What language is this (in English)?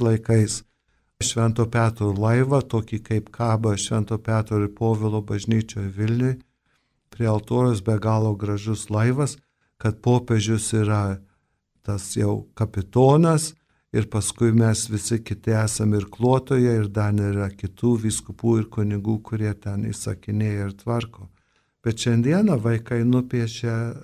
Lithuanian